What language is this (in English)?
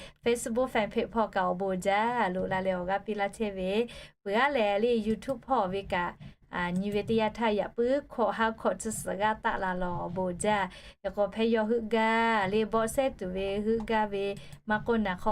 Lahu